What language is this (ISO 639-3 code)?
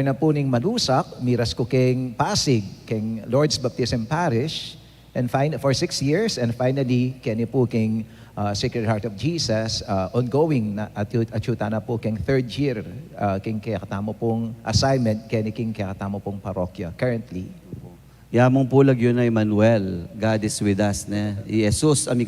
pam